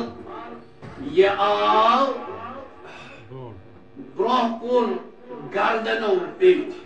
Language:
Kashmiri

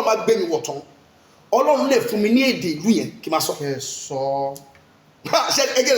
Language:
Yoruba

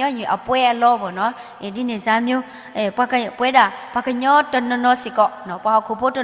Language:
S'gaw Karen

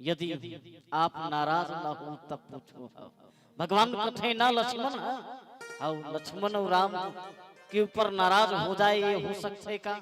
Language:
Chhattisgarhi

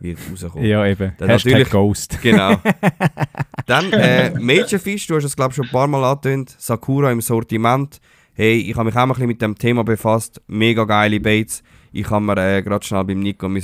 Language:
Swiss German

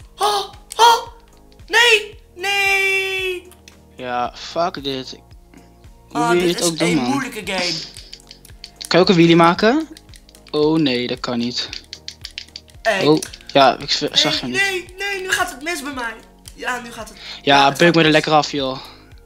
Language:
Dutch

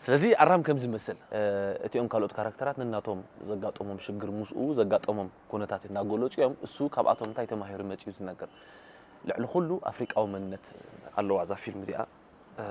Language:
Tigrinya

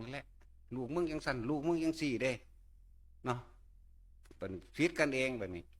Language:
Northeastern Thai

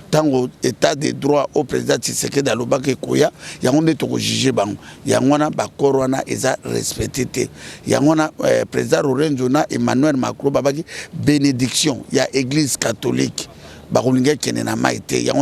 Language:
Lingala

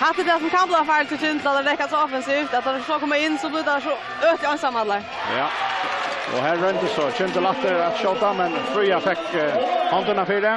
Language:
Faroese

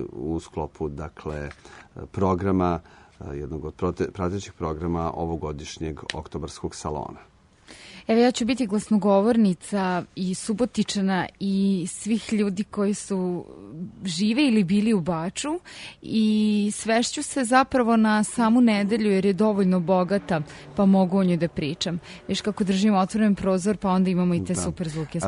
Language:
Serbian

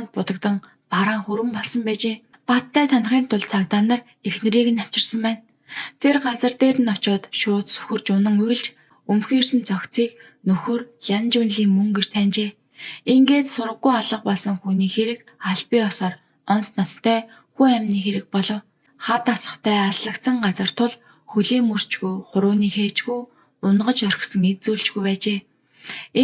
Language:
Mongolian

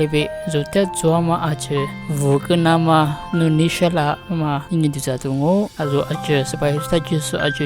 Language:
Lisu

